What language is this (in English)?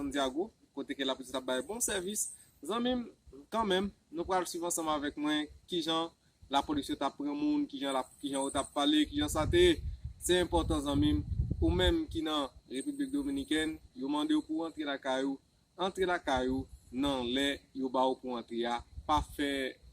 Haitian Creole